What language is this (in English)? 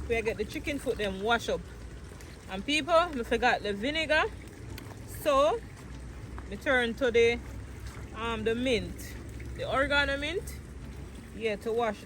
Jamaican Creole English